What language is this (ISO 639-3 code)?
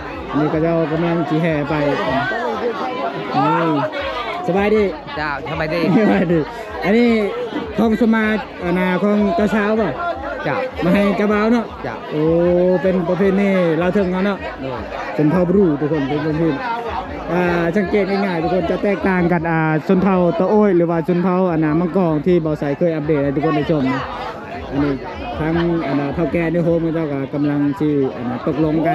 lao